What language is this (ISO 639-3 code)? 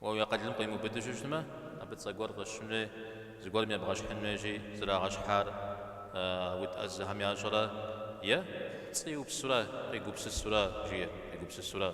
kbd